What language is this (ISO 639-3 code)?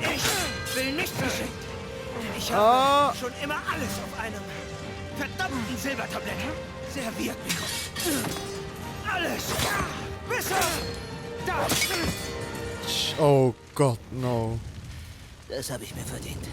gsw